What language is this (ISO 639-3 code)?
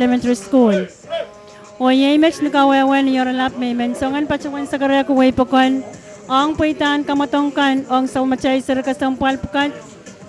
pon